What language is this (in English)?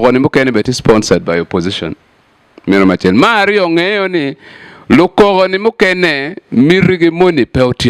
Acoli